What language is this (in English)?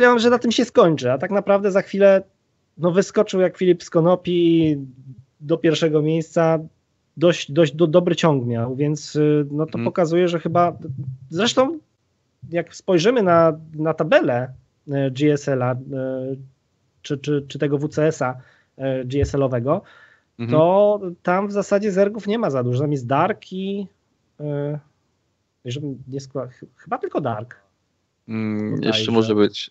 Polish